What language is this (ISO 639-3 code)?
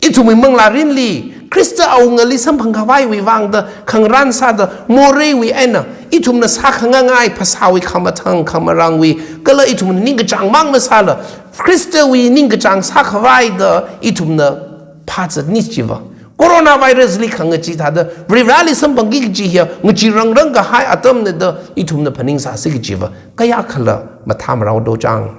nmf